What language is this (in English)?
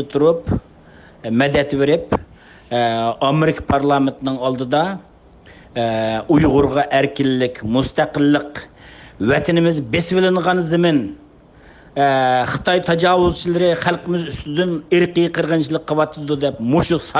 Uyghur